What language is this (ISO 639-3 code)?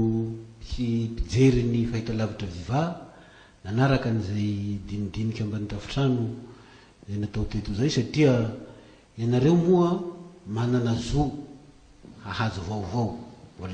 mlg